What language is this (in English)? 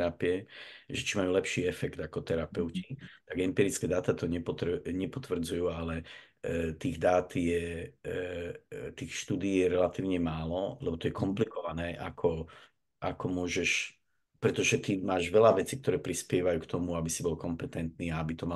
Slovak